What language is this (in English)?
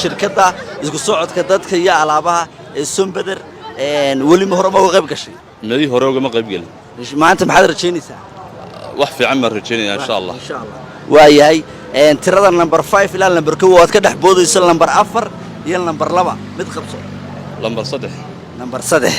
Somali